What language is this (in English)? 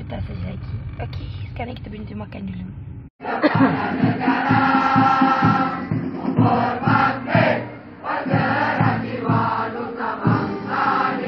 Malay